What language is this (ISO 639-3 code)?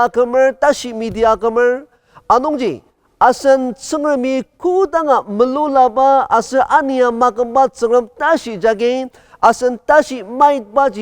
njo